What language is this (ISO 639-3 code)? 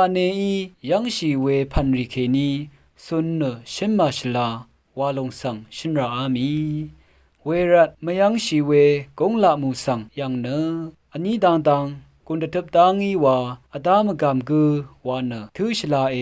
raw